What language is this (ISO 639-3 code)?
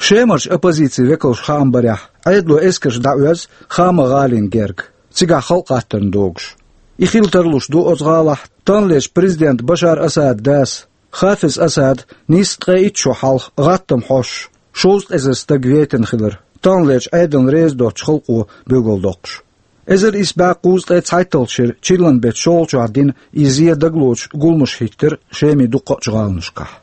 che